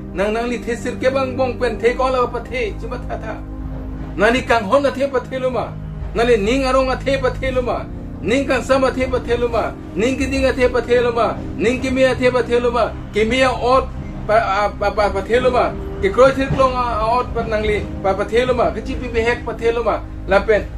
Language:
Karbi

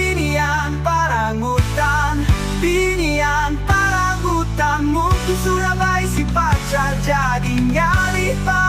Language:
Banjar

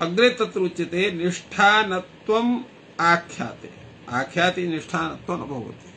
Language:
Sanskrit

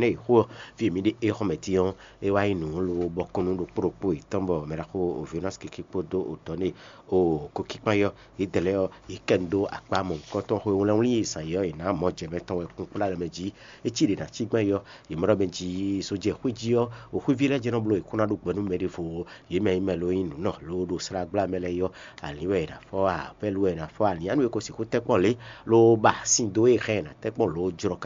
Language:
Fon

